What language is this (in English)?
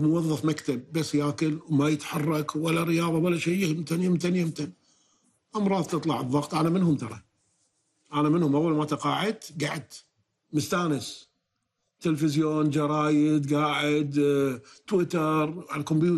Gulf Arabic